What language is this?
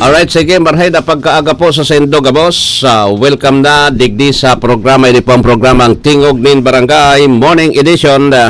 Bikol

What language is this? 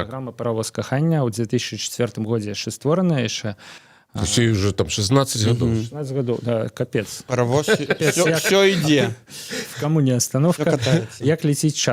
Belarusian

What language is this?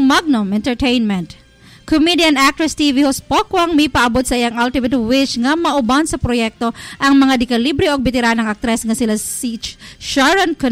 Cebuano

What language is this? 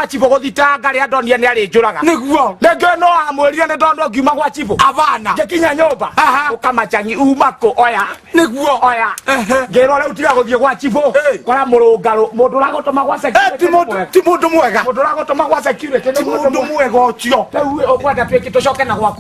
Kikuyu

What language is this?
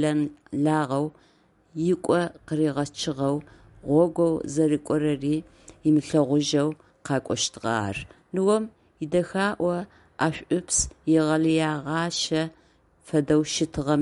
Adyghe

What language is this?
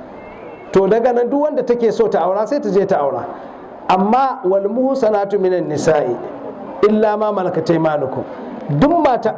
Hausa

